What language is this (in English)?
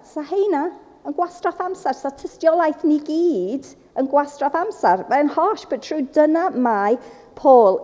Welsh